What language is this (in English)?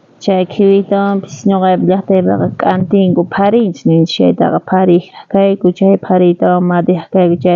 South Bolivian Quechua